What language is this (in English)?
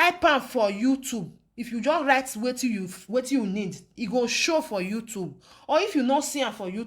Nigerian Pidgin